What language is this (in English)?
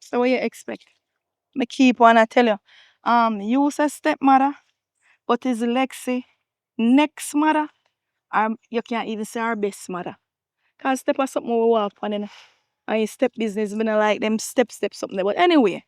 Jamaican Creole English